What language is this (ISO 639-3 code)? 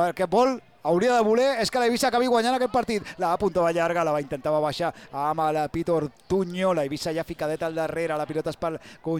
cat